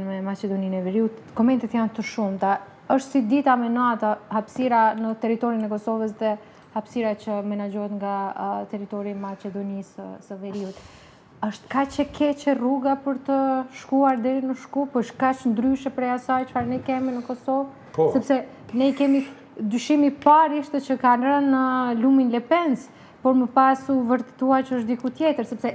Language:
Albanian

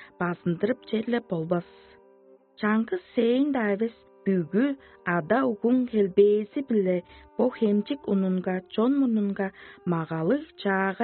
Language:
Tuvinian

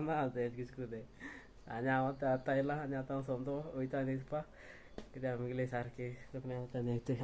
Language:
Konkani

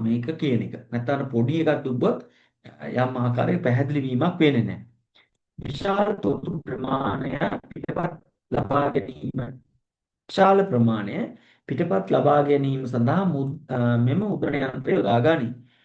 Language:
Sinhala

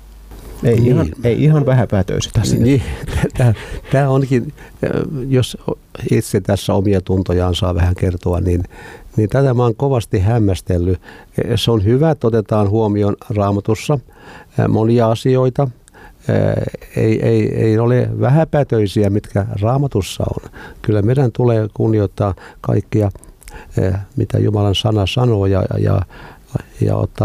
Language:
Finnish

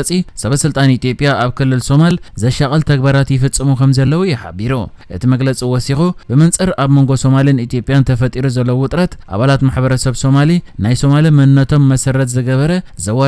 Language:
Tigrinya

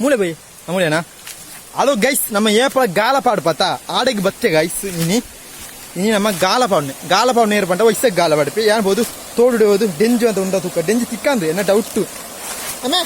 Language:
Tulu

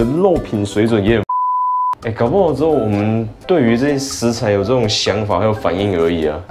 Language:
Chinese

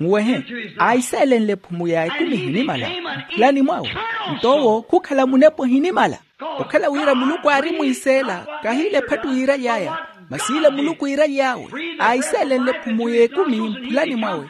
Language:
Makhuwa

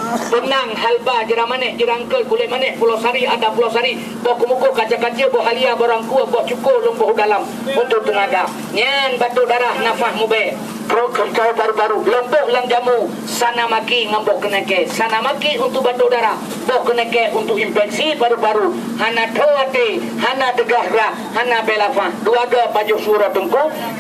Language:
Achinese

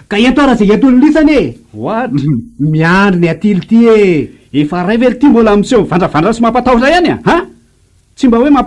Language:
Malagasy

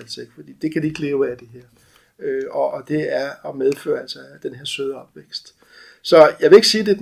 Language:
Danish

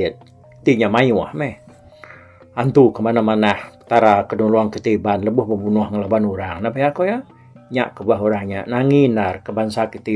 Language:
Iban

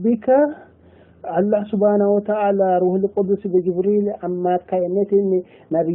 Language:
Sidamo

